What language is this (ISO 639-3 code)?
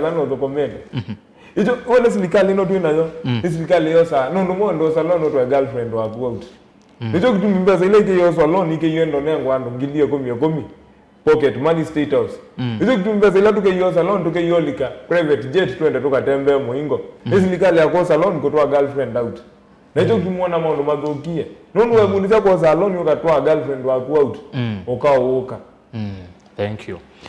kam